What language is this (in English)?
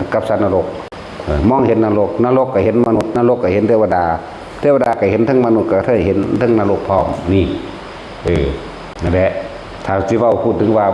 Lao